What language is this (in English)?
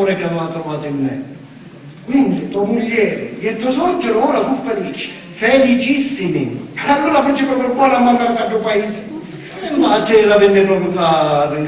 Sicilian